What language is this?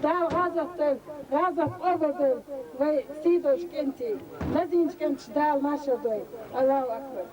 Chechen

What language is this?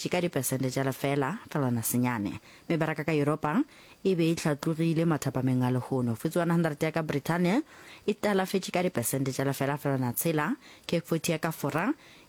Northern Sotho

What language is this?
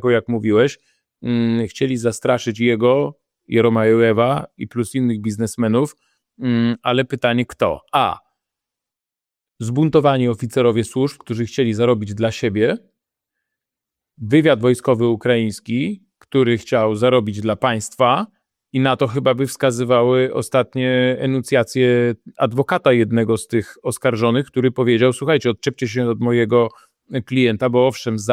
Polish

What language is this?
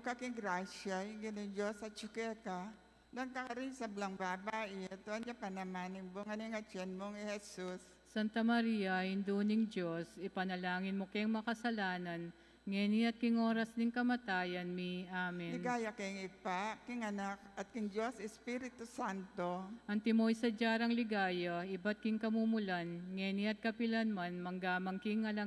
Pampanga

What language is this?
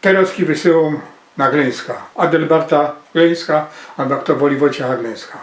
Silesian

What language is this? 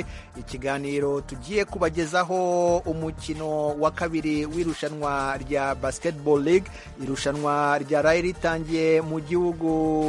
Kinyarwanda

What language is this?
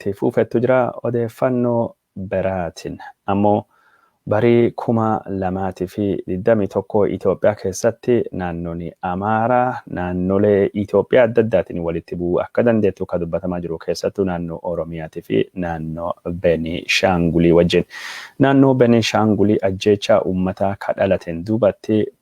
Oromo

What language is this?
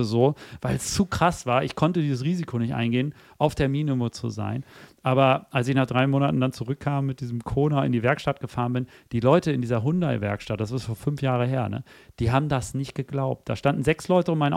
German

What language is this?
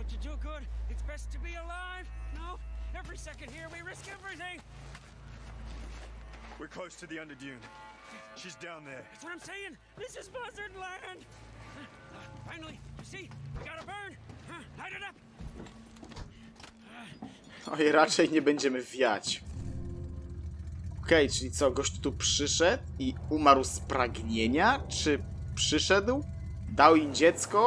Polish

